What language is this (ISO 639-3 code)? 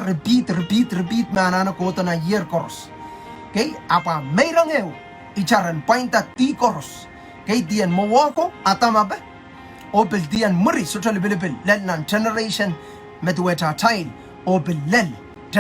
pon